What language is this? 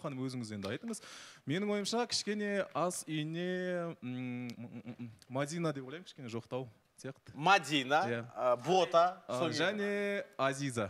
Kazakh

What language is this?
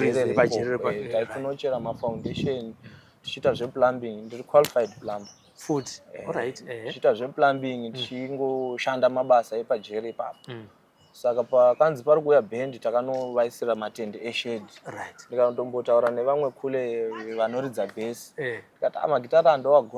Shona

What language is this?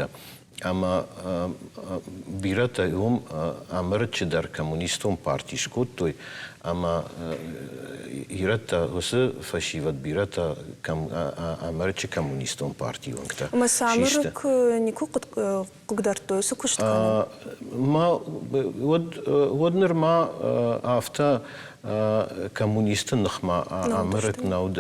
Ossetic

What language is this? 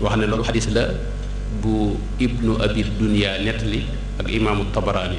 Wolof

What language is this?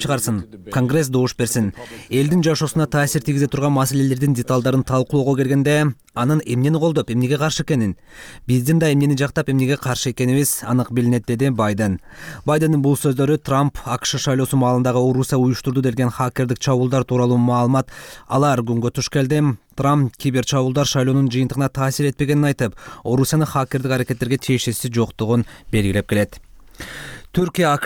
Kyrgyz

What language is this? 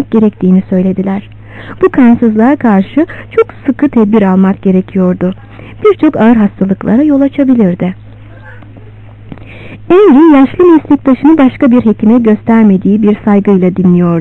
Turkish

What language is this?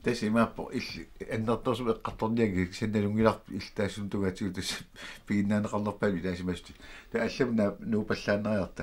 Kalaallisut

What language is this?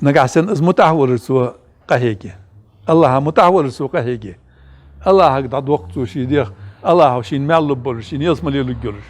Ingush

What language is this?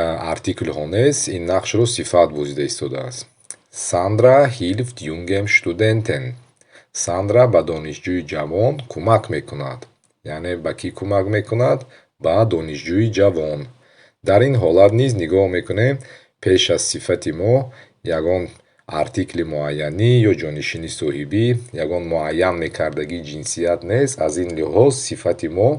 Tajik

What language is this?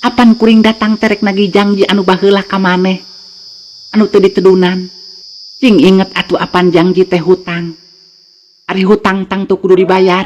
Sundanese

